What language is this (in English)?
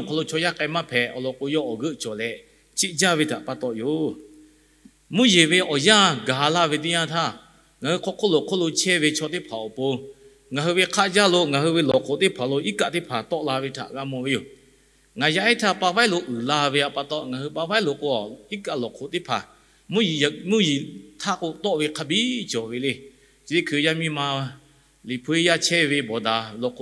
Lahu